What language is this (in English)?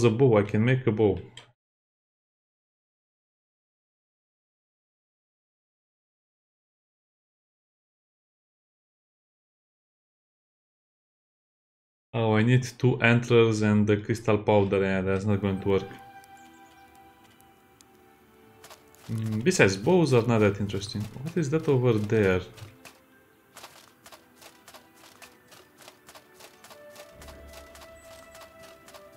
English